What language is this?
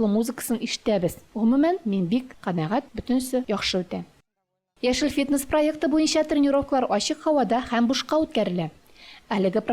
Tatar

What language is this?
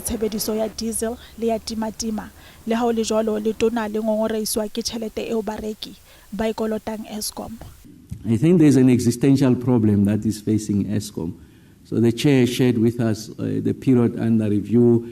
Southern Sotho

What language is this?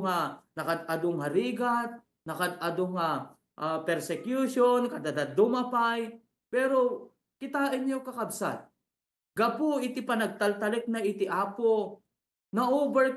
Iloko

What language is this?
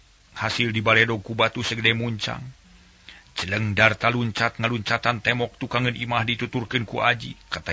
Sundanese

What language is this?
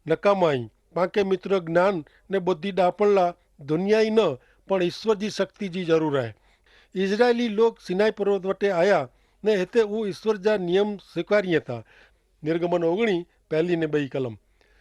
Kachhi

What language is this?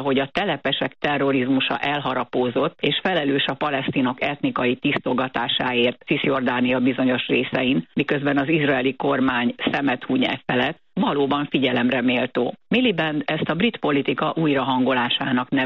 Hungarian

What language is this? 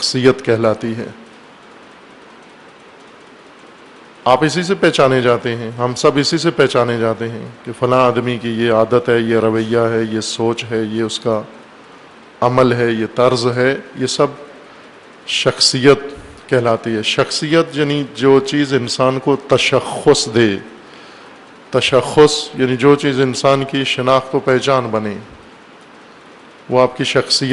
Urdu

